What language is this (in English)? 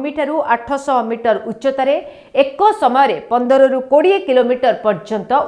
Odia